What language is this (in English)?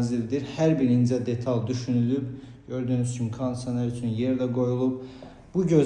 Azerbaijani